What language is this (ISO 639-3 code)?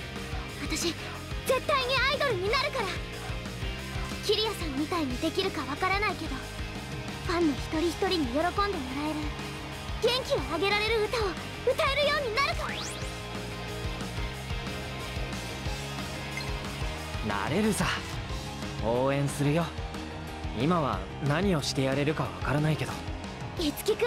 jpn